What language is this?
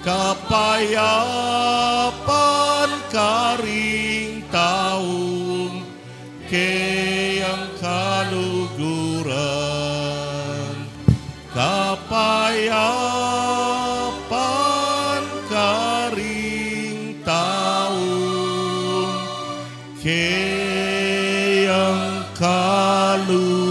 Pampanga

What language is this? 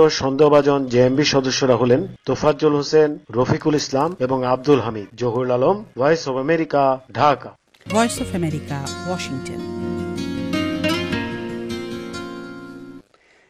Bangla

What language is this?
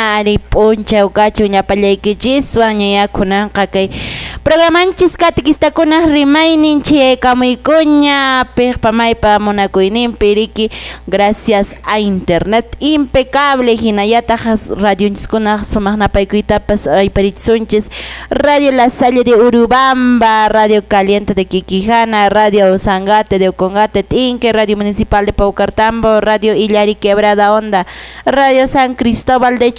Quechua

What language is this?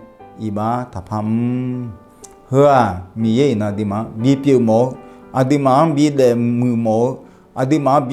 Akha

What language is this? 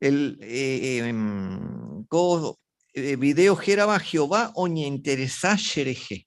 Guarani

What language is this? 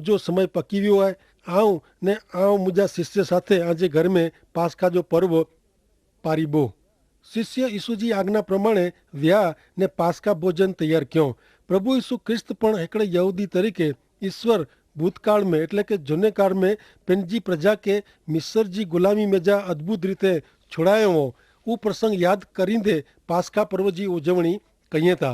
Kachhi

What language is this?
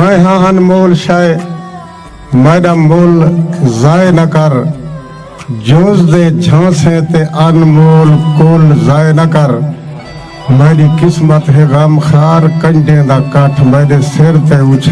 Saraiki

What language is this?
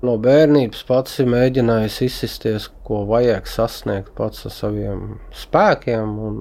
Latvian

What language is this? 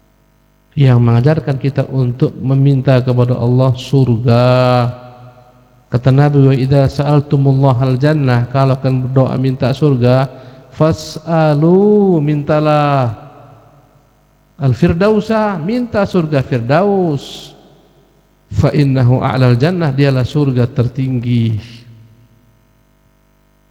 Indonesian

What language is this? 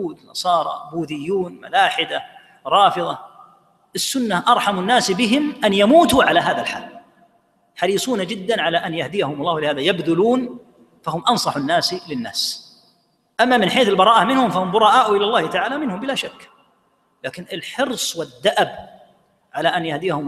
Arabic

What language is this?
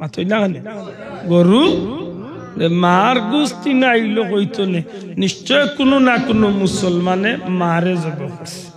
Sylheti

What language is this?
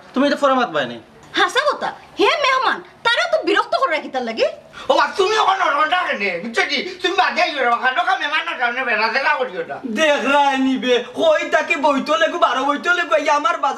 Sylheti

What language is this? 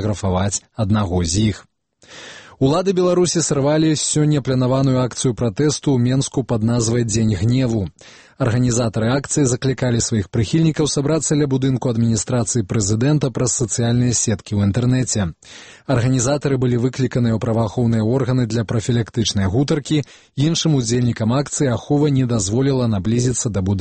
Belarusian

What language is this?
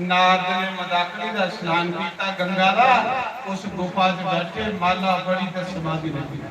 Dogri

